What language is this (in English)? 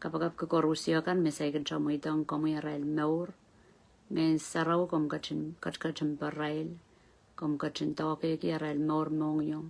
Pohnpeian